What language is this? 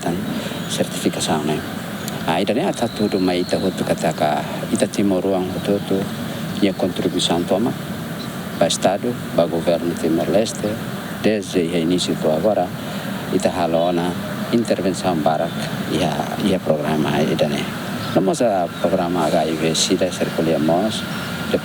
Tetum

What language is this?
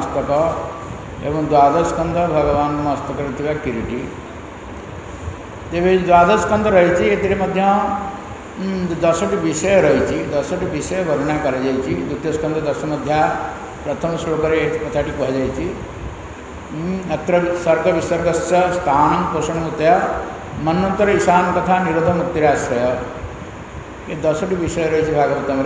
Odia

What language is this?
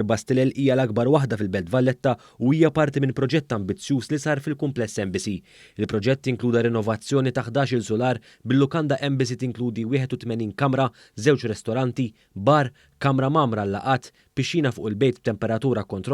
Maltese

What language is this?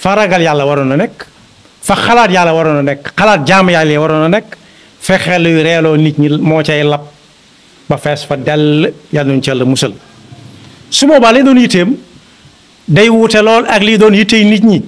Wolof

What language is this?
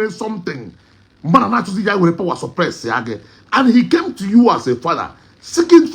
Igbo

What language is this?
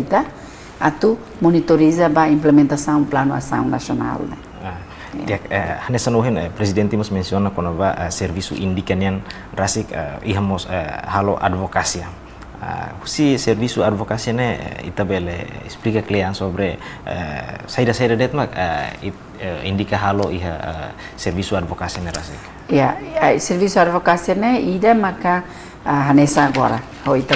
Tetum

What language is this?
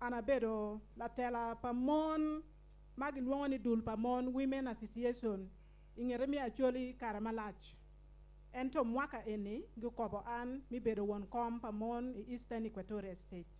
Acoli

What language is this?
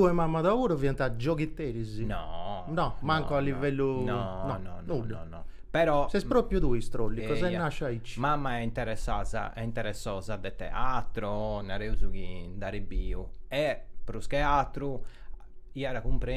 Sardinian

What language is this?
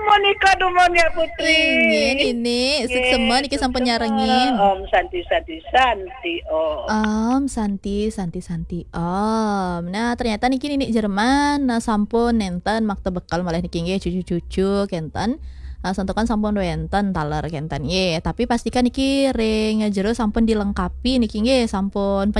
Balinese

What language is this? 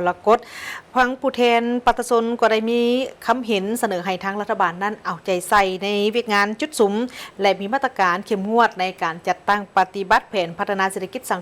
Lao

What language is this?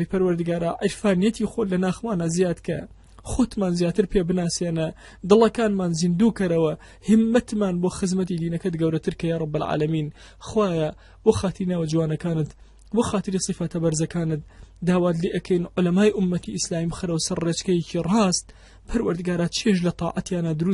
Central Kurdish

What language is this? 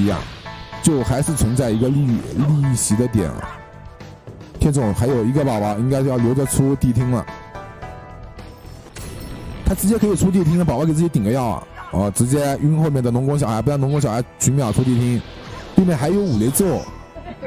Chinese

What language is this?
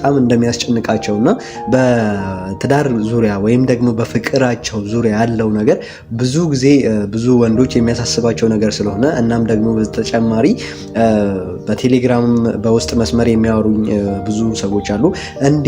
Amharic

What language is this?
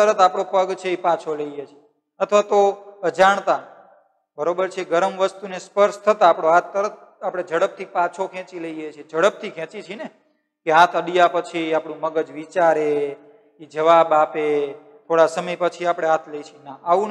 Gujarati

